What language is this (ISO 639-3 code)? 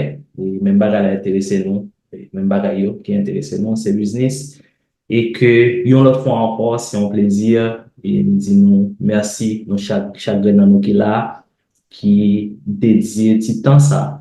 hat